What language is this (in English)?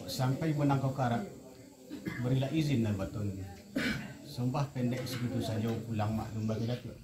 Minangkabau